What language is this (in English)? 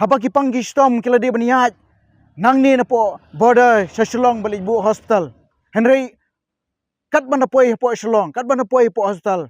Khasi